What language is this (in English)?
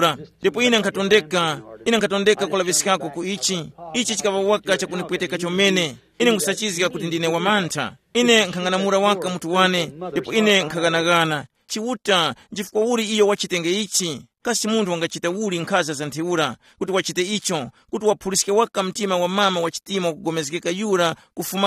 Tumbuka